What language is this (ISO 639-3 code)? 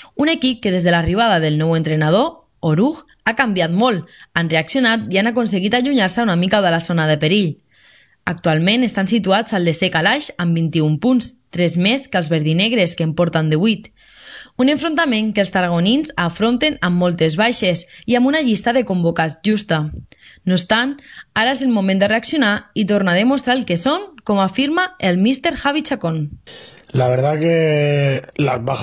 cat